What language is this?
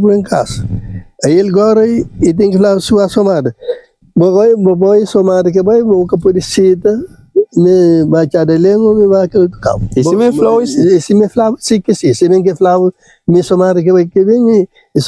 Kabuverdianu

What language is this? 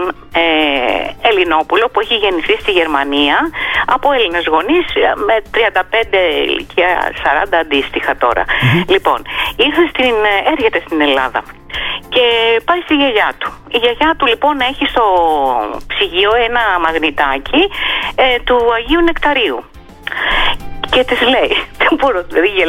Greek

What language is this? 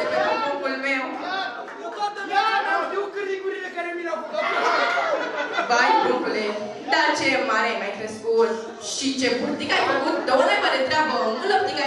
Romanian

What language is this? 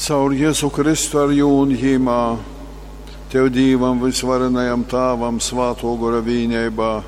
Latgalian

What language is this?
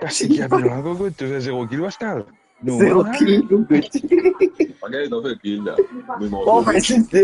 Morisyen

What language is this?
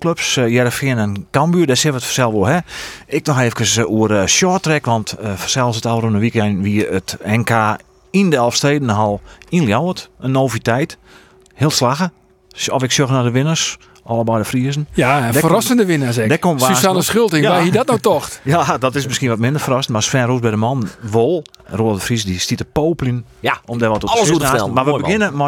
Western Frisian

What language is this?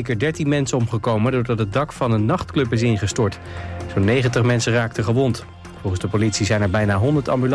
Dutch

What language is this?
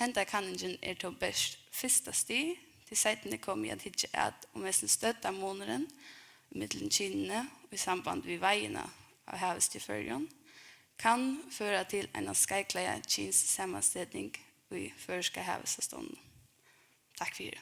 Faroese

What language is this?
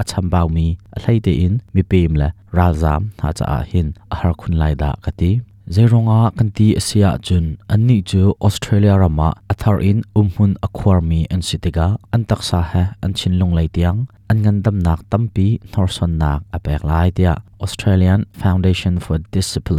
Hakha Chin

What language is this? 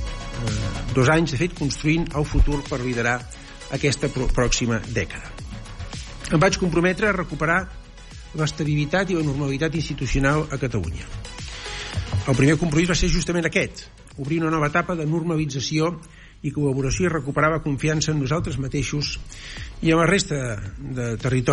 Catalan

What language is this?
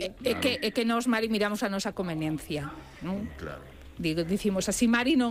Galician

